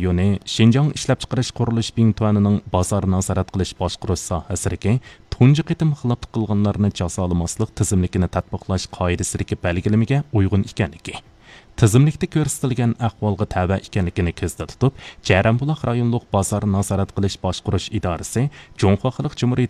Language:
Uyghur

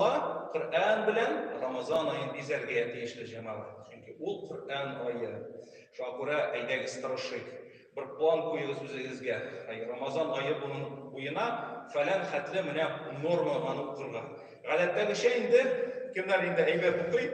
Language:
Tatar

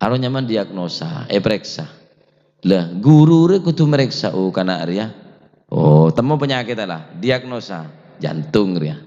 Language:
Madurese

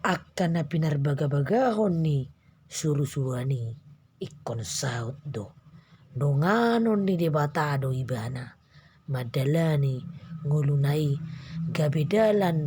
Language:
Batak Toba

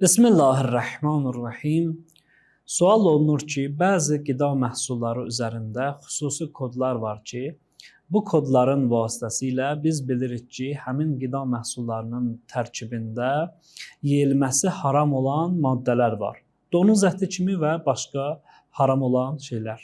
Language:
Azerbaijani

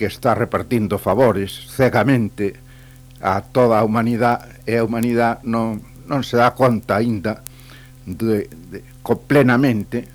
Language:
Galician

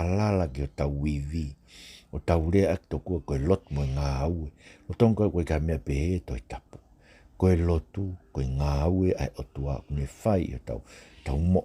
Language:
Tongan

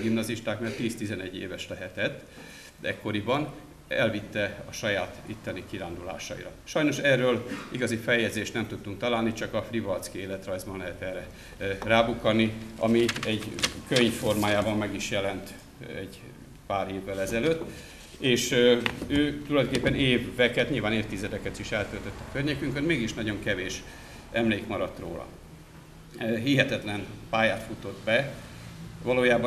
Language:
Hungarian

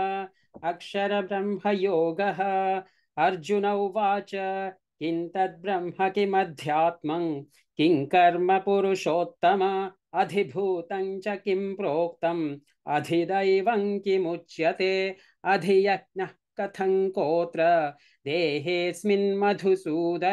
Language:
Sanskrit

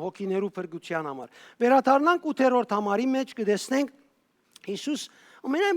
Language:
Western Armenian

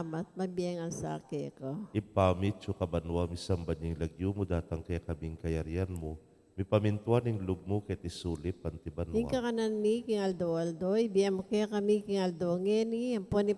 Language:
Pampanga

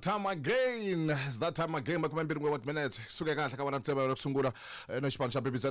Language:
Tsonga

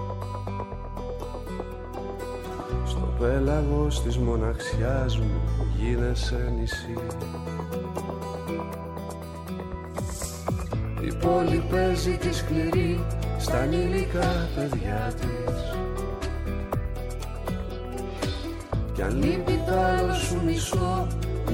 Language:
Greek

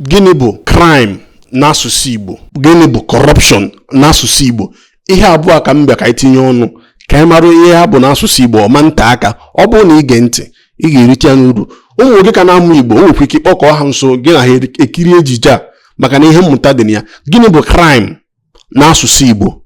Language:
Igbo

